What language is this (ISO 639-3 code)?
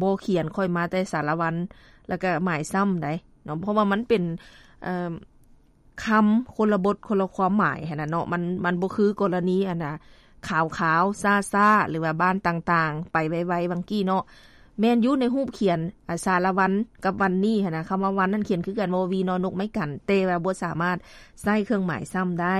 lao